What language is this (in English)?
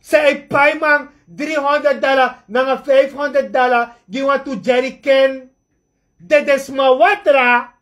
Sranan Tongo